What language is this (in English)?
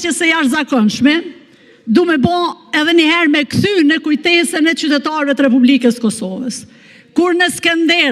Albanian